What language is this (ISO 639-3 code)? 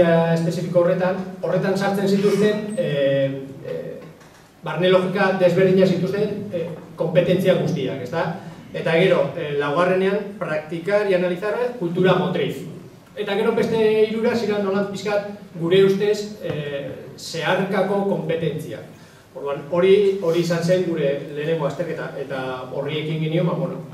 eus